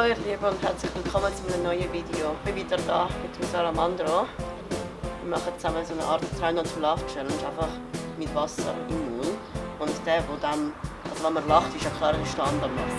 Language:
Swiss German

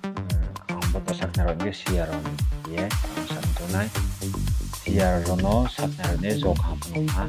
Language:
Riang (India)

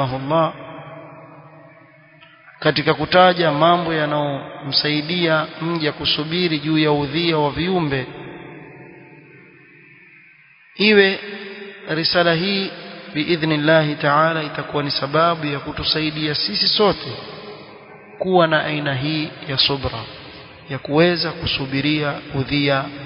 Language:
Swahili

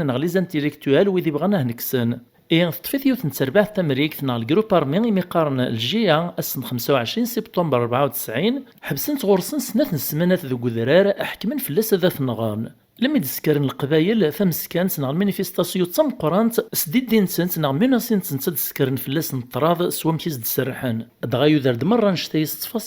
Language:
Kabyle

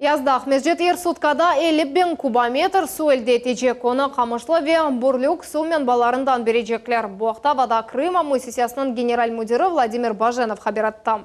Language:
Crimean Tatar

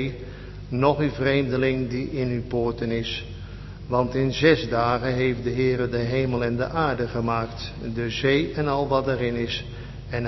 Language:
Dutch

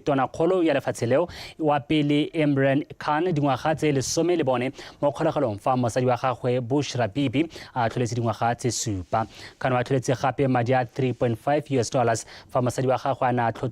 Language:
Tswana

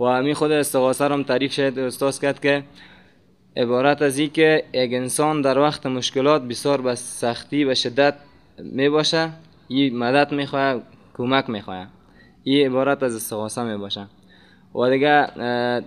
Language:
Persian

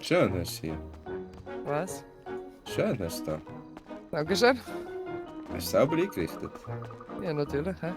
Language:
Swiss German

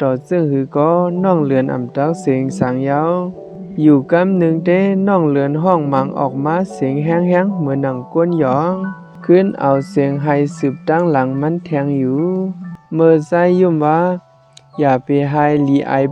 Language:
Shan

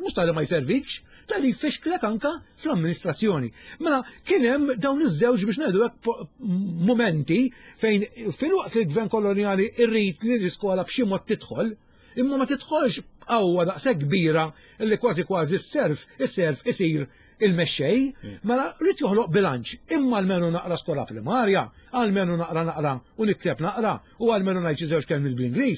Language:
Maltese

